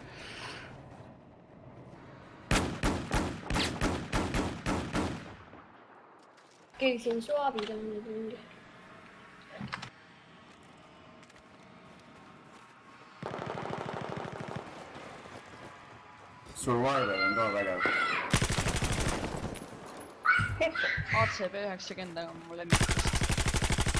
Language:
Estonian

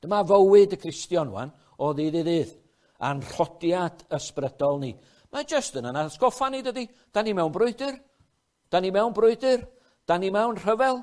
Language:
Welsh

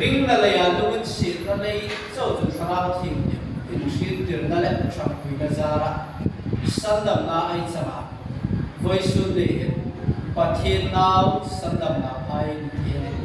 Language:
Hmar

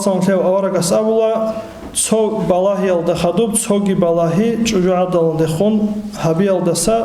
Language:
Avaric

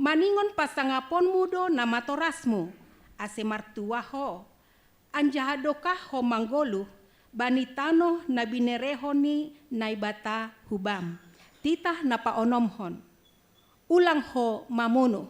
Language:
Batak Simalungun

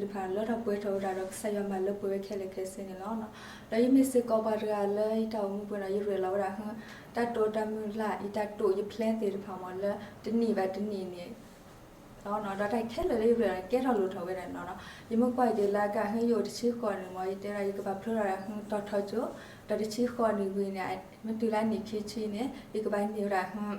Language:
S'gaw Karen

